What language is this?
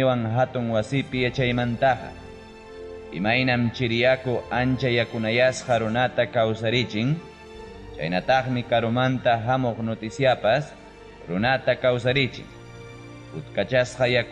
Ayacucho Quechua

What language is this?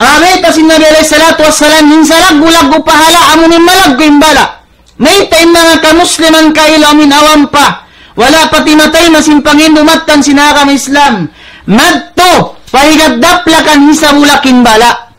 Tausug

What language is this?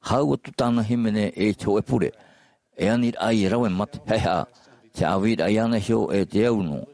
Tahitian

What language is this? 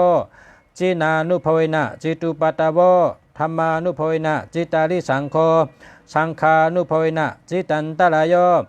Shan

